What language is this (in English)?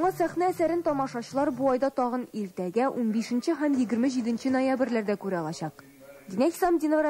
Tatar